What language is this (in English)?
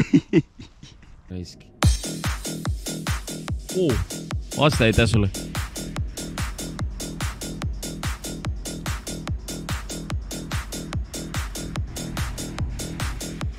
Estonian